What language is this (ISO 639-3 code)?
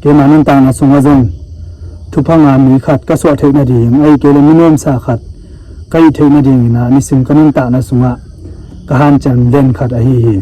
ctd